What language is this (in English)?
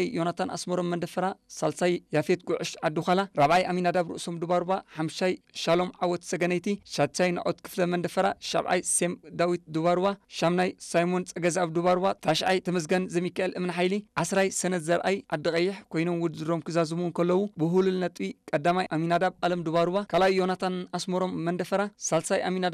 Tigrinya